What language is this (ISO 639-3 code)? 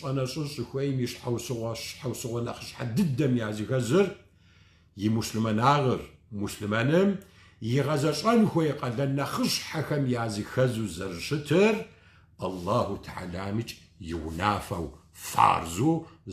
kbd